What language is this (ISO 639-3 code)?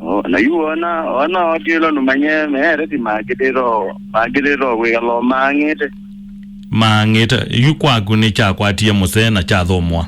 kam